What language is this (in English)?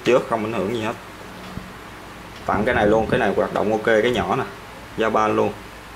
Vietnamese